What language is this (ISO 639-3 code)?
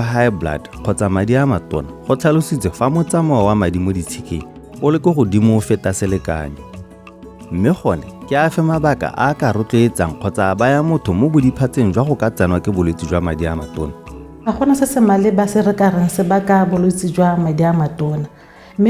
tsn